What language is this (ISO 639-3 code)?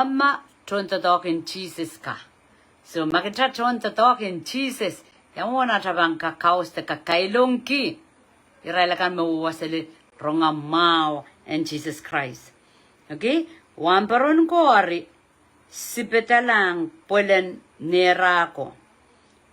pon